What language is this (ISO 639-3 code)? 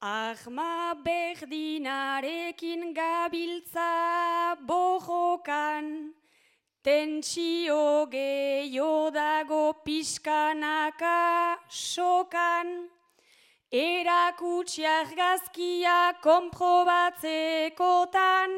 eus